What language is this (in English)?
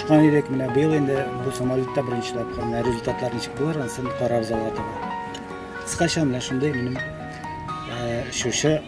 Tatar